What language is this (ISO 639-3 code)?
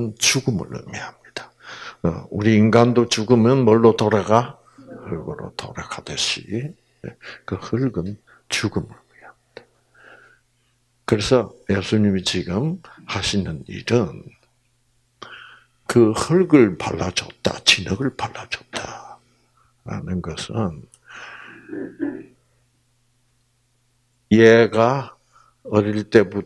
kor